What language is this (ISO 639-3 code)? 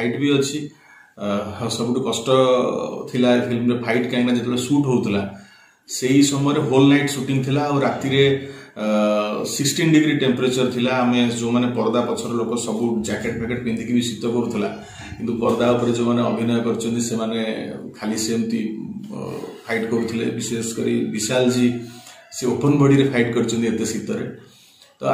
ori